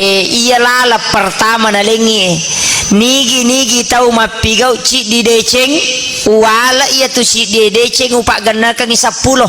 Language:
Buginese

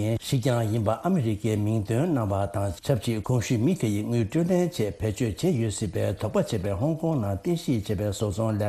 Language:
Tibetan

